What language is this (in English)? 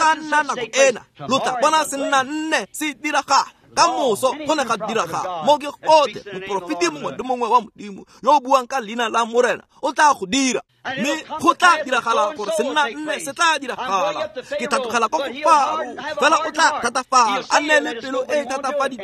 Tswana